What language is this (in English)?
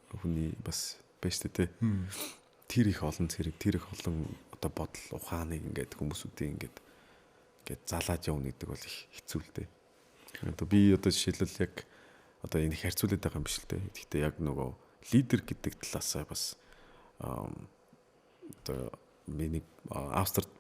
Mongolian